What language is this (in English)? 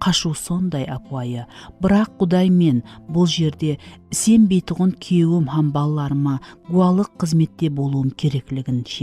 Kara-Kalpak